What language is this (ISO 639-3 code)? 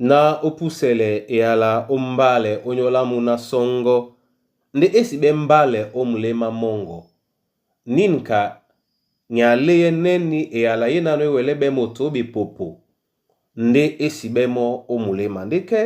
dua